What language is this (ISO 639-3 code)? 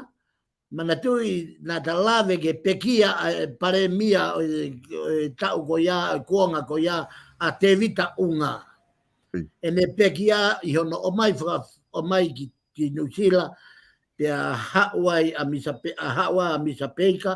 ton